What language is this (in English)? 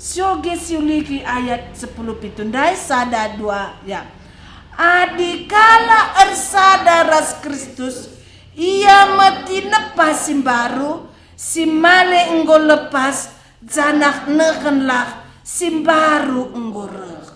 Batak Karo